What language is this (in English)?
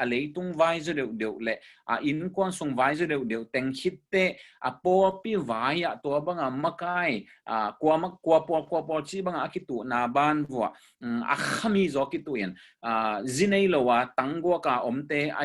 Tedim Chin